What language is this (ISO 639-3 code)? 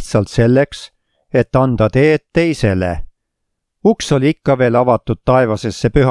est